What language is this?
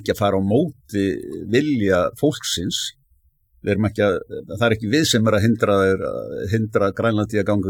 Icelandic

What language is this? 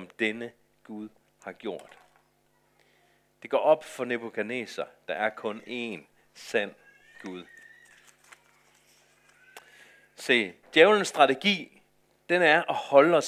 Danish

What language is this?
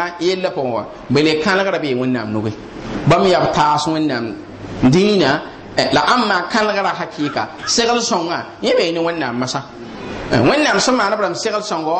Mossi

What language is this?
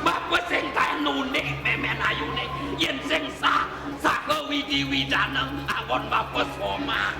Balinese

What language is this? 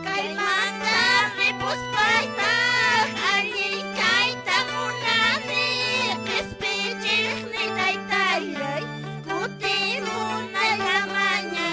Quechua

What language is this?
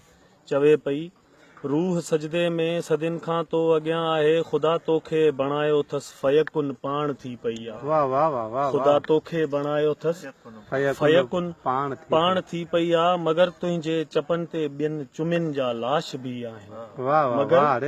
Sindhi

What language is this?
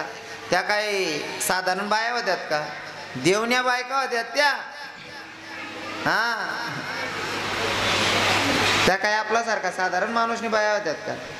Marathi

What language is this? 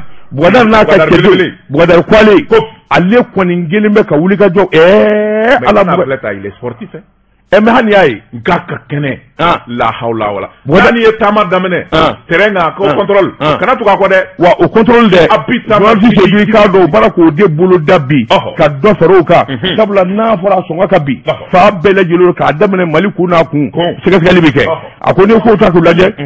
Bambara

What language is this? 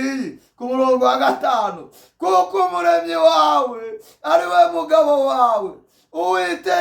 Kinyarwanda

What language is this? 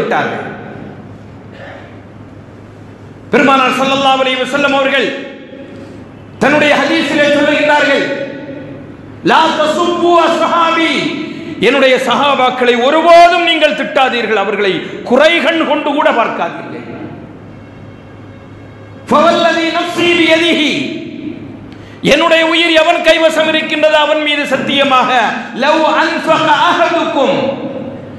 Tamil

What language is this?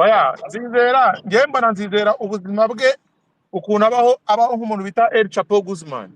Kinyarwanda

